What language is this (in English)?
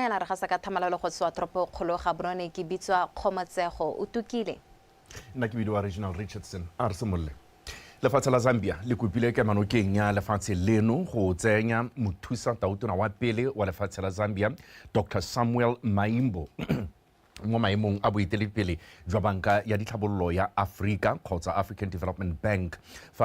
Tswana